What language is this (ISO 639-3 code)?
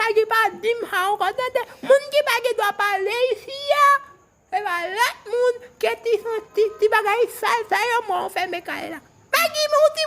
hat